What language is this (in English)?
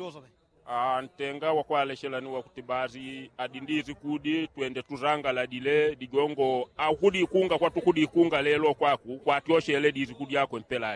Yao